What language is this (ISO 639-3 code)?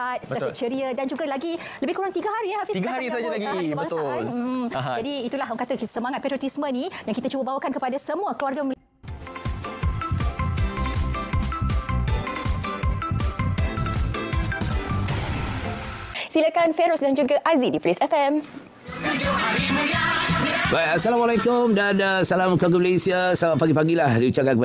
msa